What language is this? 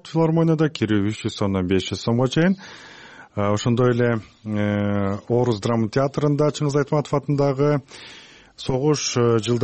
Kyrgyz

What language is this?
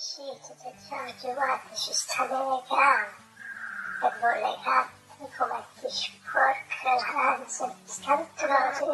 Neapolitan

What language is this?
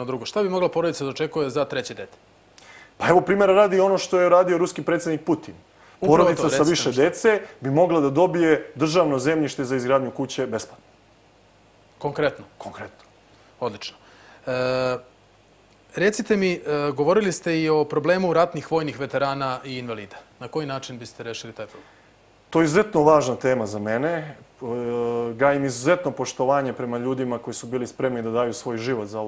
Serbian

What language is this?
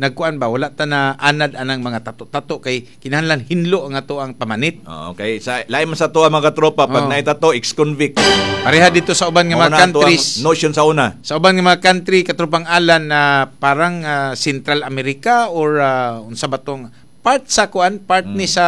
Cebuano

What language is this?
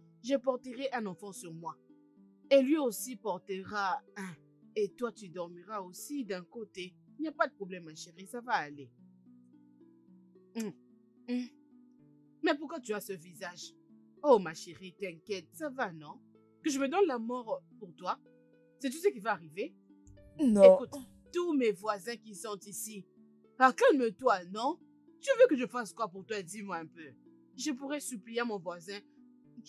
French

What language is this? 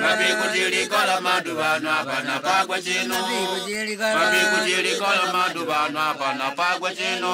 Makonde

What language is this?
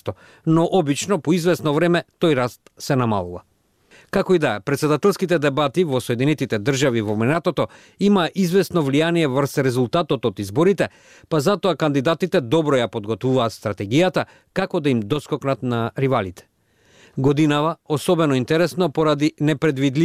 Macedonian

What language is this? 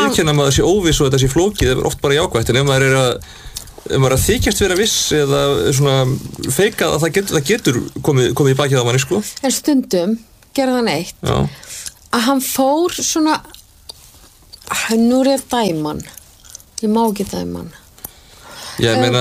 Icelandic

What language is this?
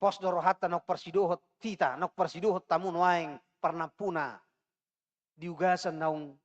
Batak Toba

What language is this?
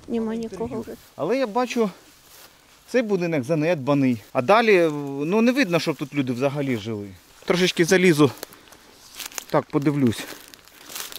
Ukrainian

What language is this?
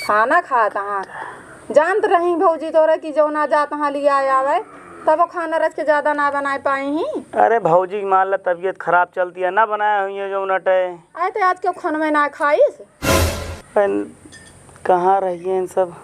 Awadhi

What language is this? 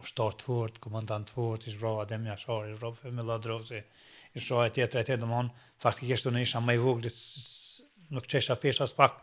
Albanian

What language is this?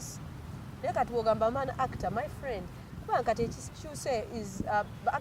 Ganda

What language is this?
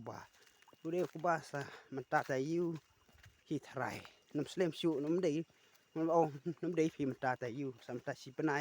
Khasi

